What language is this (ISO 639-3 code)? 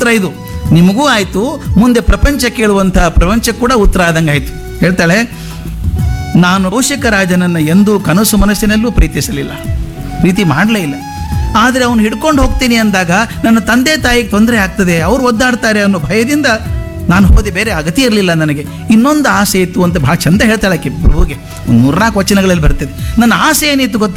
kan